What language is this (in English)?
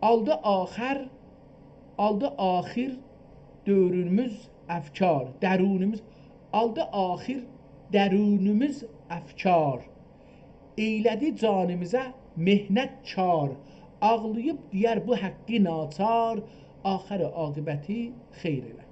South Azerbaijani